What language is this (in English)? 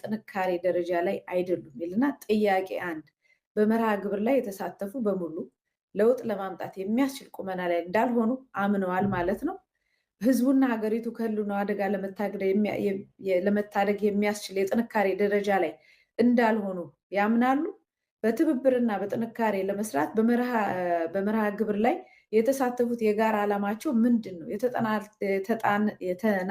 Amharic